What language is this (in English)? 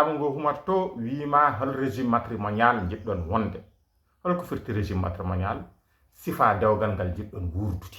Fula